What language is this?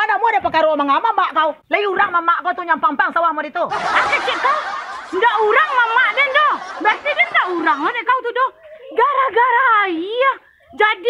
Minangkabau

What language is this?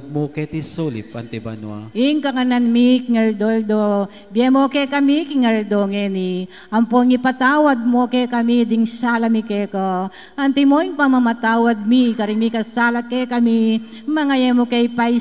Pampanga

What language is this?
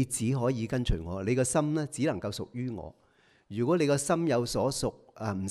Cantonese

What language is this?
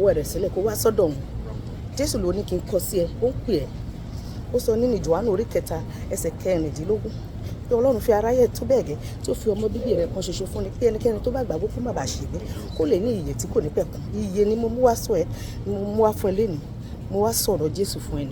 Yoruba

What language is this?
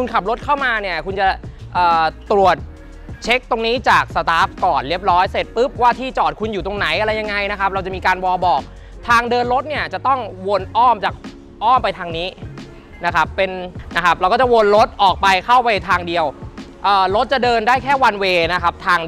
Thai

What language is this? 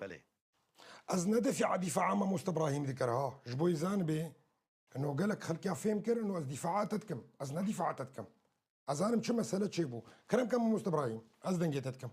North Levantine Arabic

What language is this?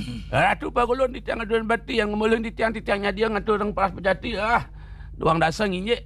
Balinese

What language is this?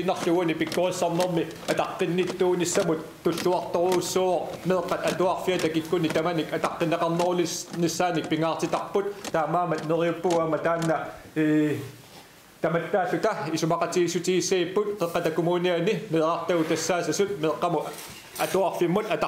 Kalaallisut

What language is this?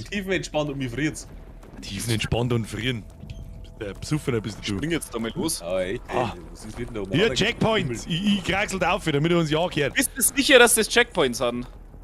Bavarian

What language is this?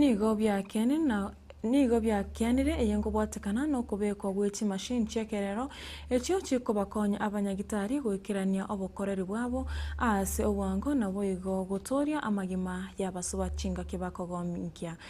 Gusii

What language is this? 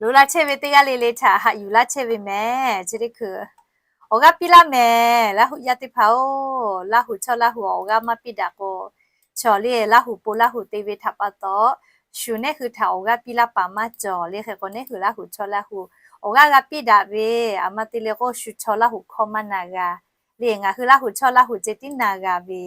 Lahu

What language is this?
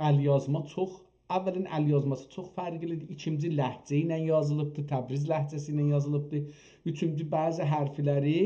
South Azerbaijani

